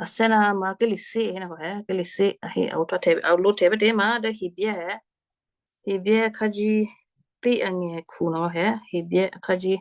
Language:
Western Kayah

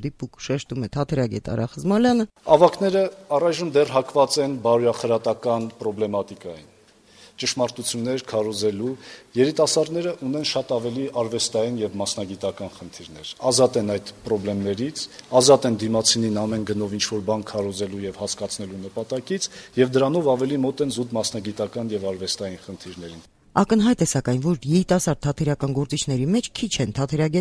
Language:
Armenian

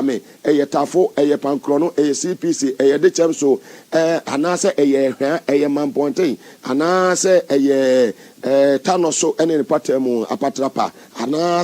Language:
Akan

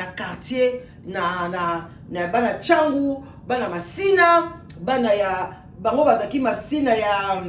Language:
Lingala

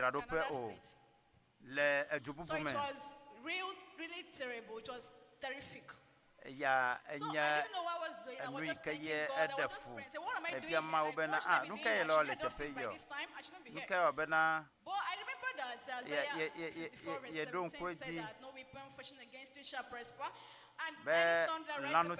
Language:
Ewe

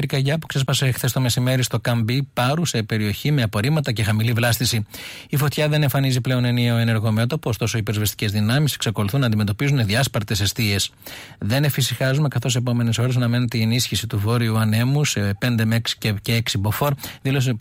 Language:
Greek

